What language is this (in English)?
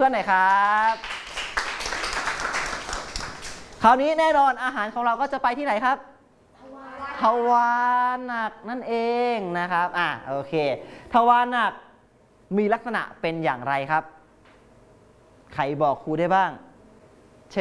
Thai